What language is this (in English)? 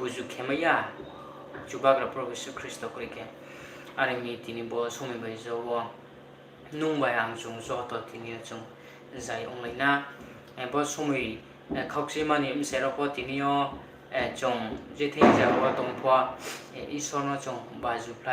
Riang (India)